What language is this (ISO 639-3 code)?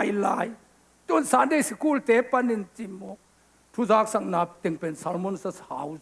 ctd